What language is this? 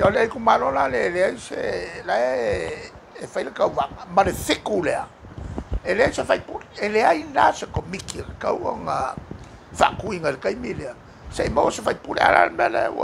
Samoan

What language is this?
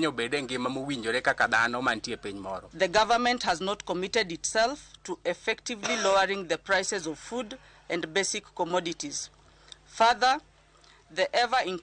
Luo (Kenya and Tanzania)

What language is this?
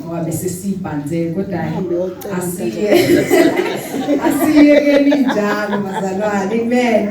Zulu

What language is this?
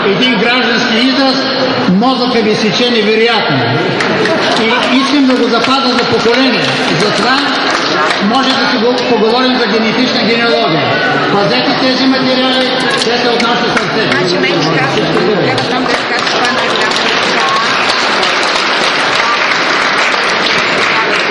Bulgarian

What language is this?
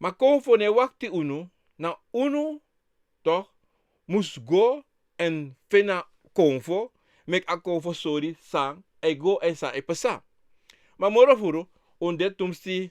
Sranan Tongo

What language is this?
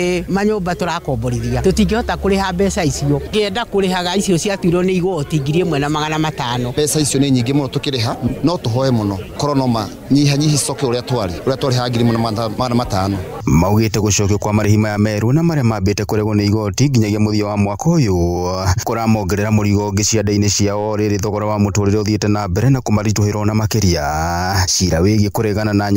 Kikuyu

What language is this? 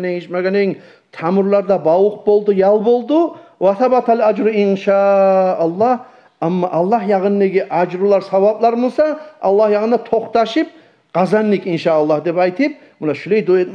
Kumyk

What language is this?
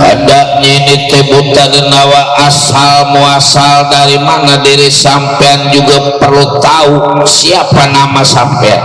Betawi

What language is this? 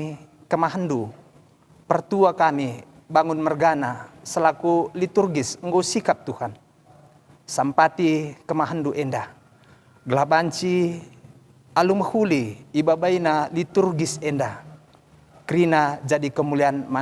Batak Karo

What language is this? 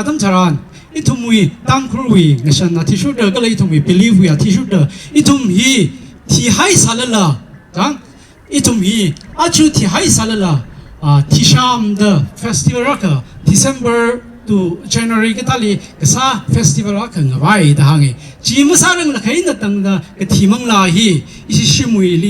Tangkhul Naga (India)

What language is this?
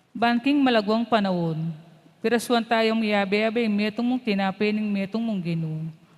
Pampanga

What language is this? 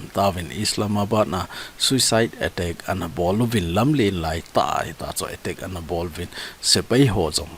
Thado Chin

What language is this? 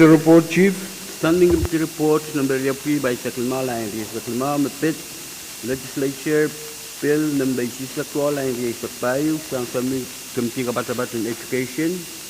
Pohnpeian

